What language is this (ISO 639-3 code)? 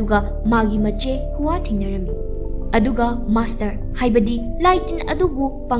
mni